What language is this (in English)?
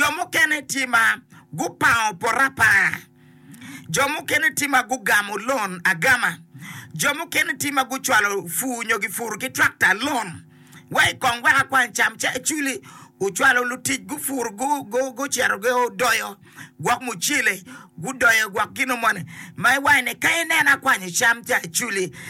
Acoli